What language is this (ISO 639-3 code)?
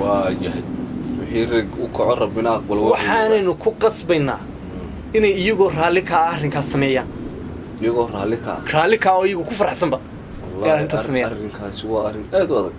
som